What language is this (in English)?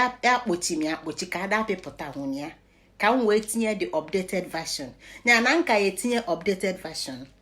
Igbo